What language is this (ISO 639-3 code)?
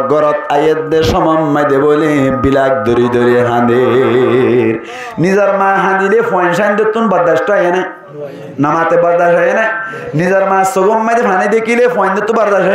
rhg